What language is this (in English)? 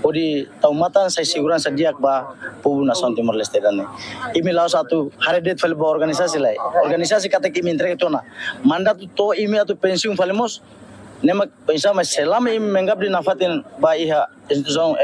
Tetum